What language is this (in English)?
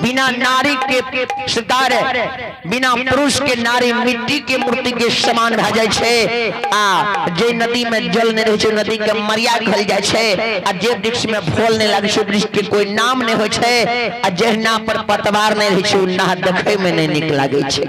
Maithili